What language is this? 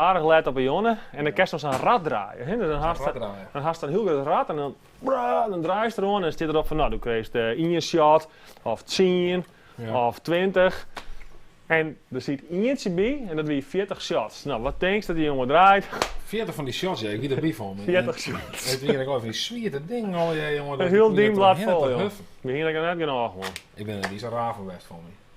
Western Frisian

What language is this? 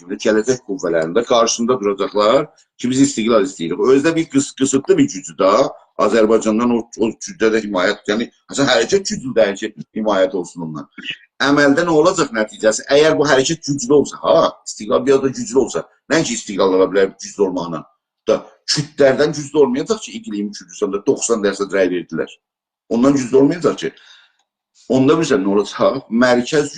South Azerbaijani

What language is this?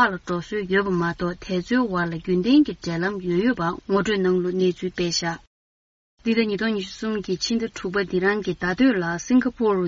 Tibetan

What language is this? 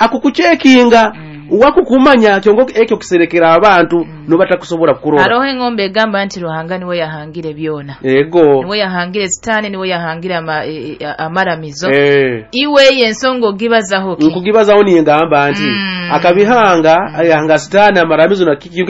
Nyoro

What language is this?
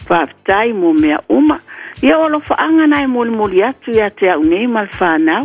Samoan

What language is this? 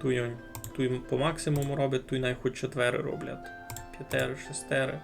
Rusyn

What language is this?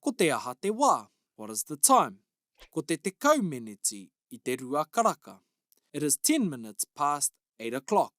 Māori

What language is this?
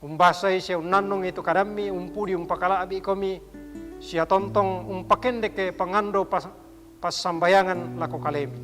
Toraja-Sa'dan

